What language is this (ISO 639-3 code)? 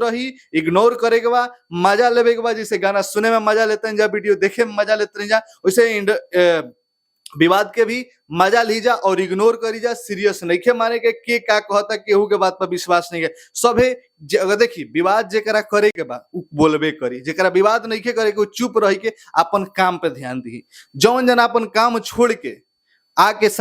bho